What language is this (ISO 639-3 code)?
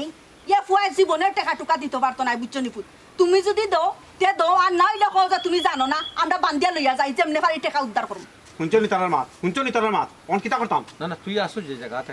syl